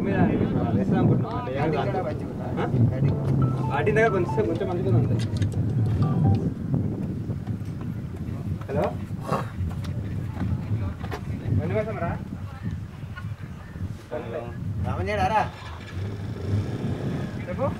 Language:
Telugu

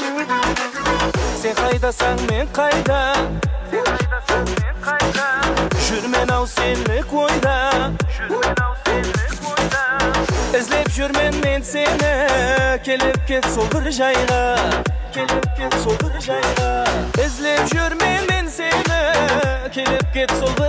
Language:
Kazakh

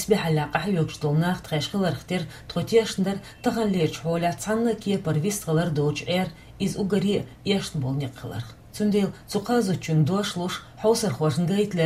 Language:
Chechen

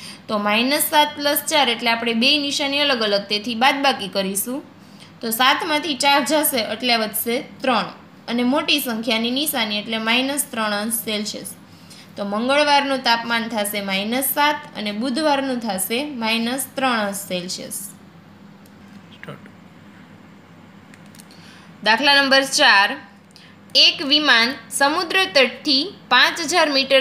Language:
Gujarati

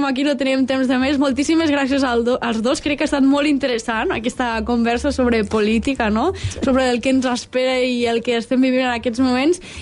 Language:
Catalan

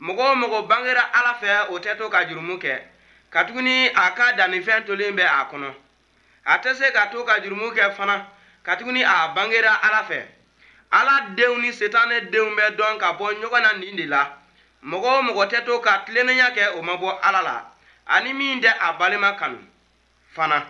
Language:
Bambara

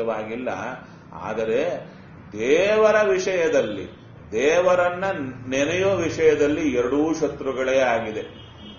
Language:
Kannada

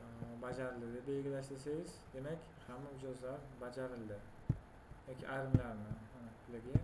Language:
Uzbek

